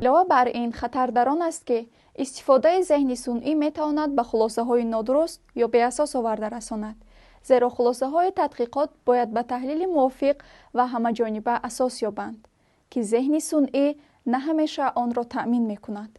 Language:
Tajik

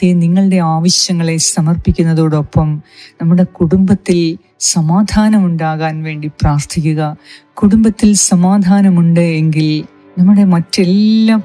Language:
Malayalam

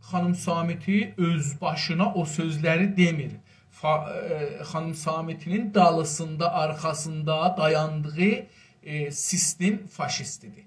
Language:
South Azerbaijani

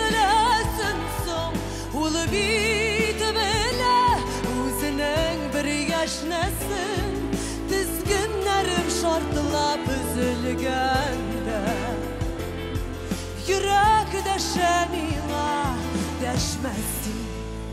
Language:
Tatar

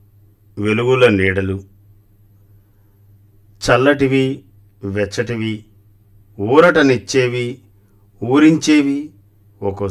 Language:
Telugu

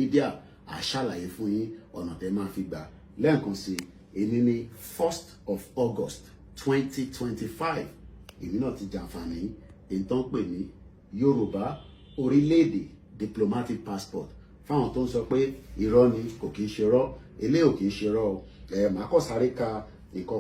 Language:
Yoruba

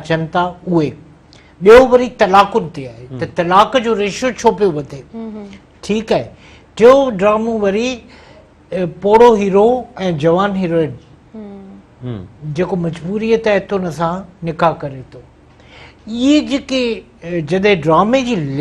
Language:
Sindhi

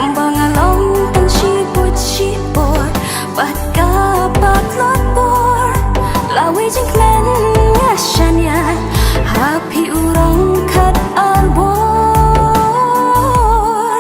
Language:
Khasi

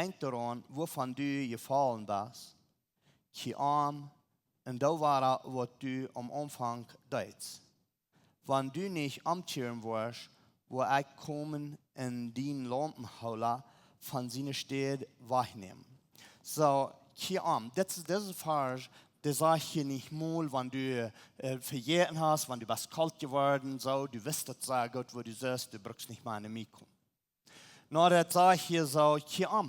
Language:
Plautdietsch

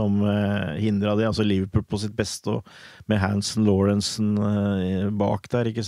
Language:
Norwegian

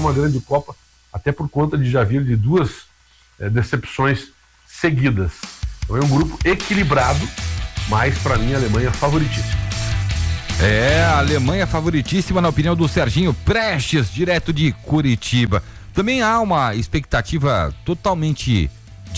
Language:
Portuguese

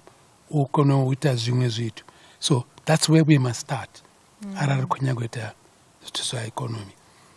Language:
Venda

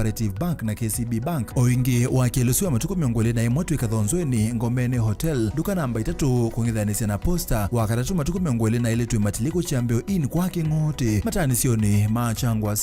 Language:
Kamba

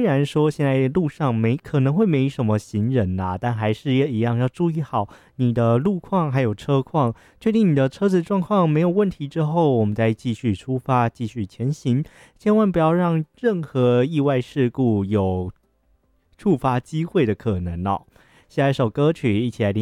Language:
Chinese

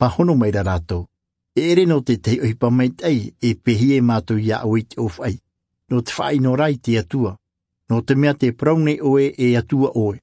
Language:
Tahitian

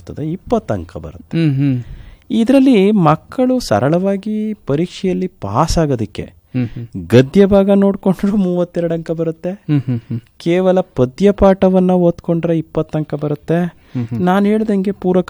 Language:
Kannada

